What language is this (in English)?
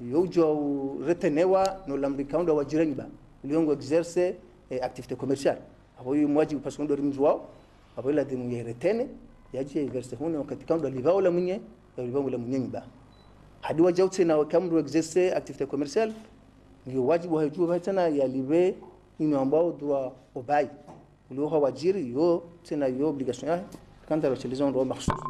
Ngazidja Comorian